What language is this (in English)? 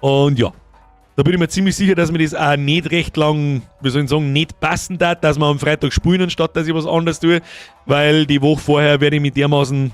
Bavarian